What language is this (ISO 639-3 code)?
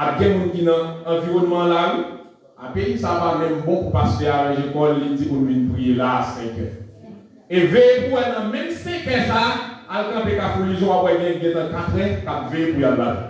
hat